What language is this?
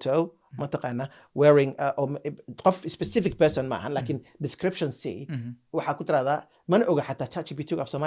Somali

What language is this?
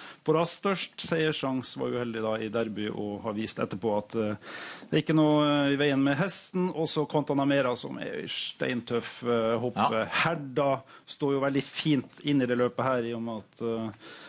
Norwegian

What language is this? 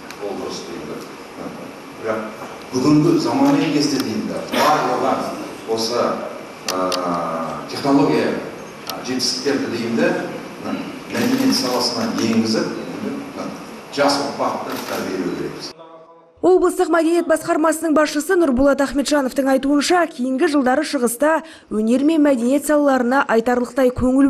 Kazakh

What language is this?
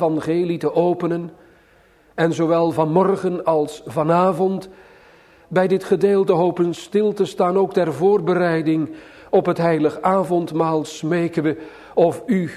Dutch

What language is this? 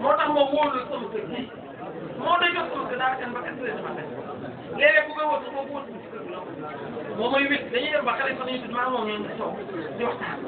Wolof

